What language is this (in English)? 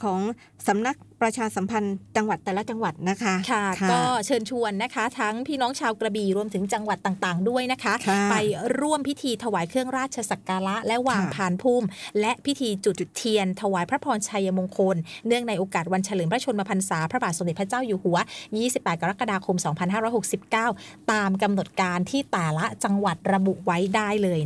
Thai